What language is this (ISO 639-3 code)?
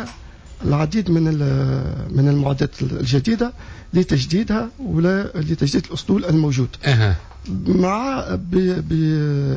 aeb